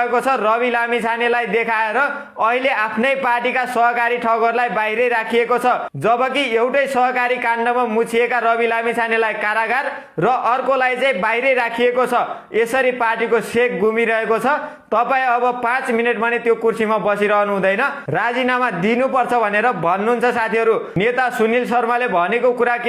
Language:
Nepali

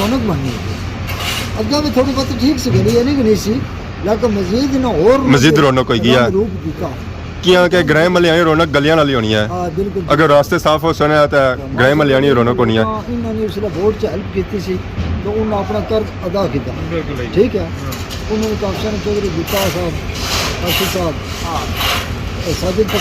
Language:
Pahari-Potwari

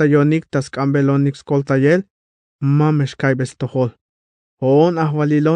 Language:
Tzeltal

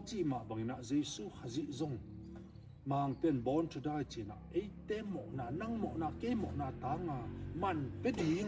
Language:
Tedim Chin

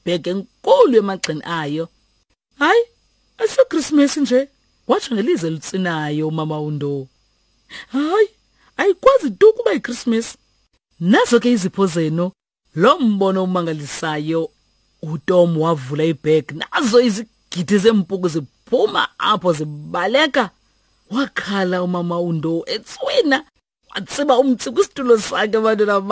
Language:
Xhosa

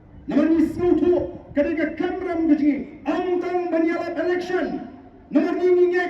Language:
Khasi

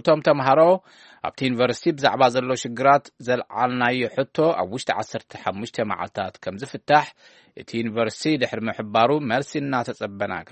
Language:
Tigrinya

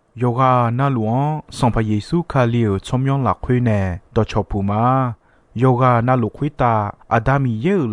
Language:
Akha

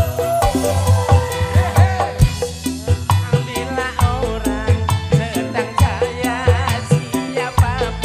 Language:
Indonesian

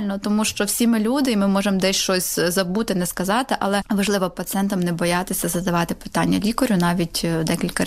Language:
Ukrainian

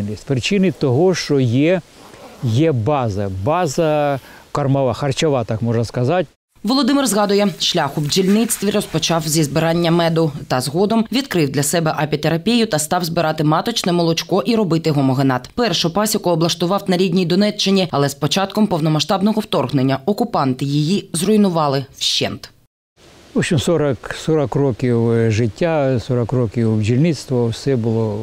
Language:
Ukrainian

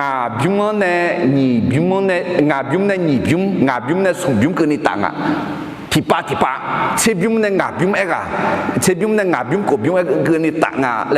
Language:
Akha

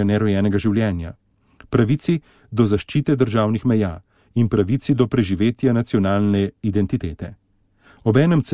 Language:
Slovenian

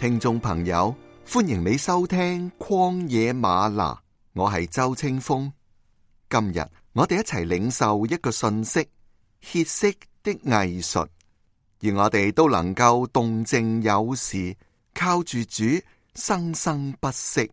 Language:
Cantonese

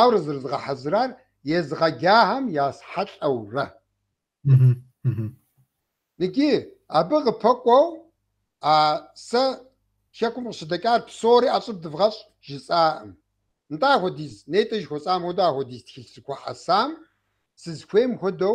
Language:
Kabardian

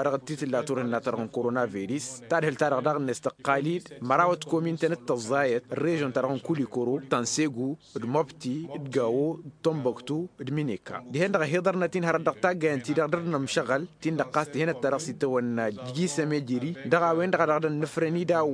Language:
Tamasheq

